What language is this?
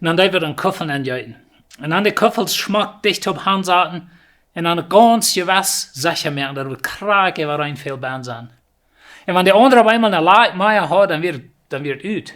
Plautdietsch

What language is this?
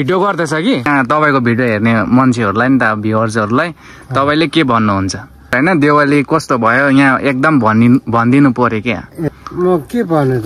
Nepali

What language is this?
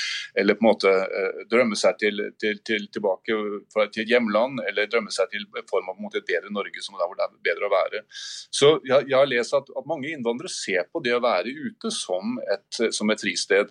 Norwegian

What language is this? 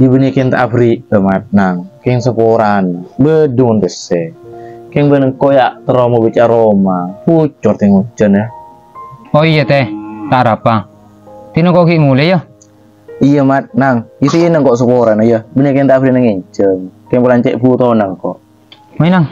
Madurese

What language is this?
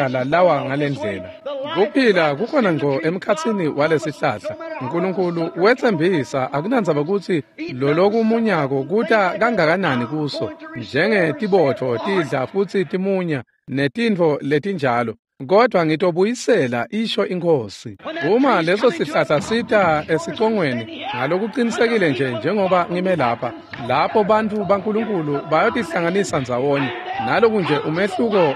Swati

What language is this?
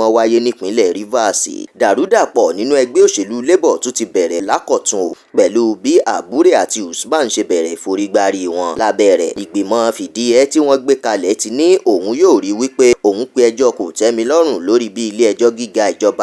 Yoruba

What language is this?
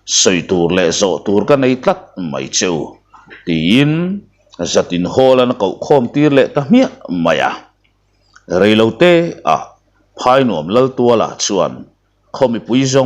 Mizo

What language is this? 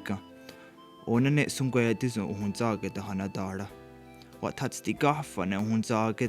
Mohawk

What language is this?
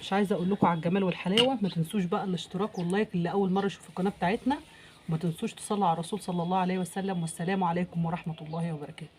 Egyptian Arabic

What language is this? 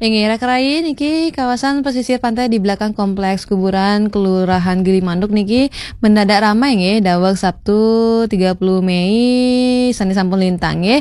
Balinese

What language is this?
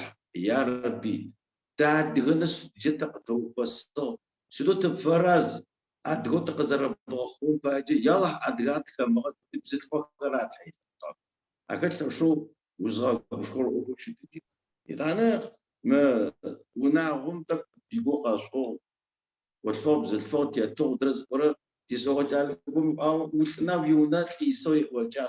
Adyghe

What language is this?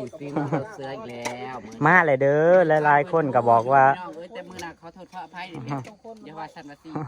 Northeastern Thai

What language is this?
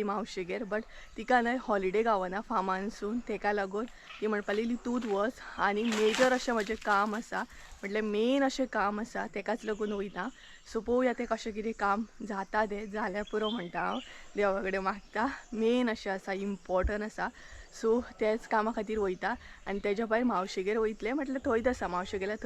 Konkani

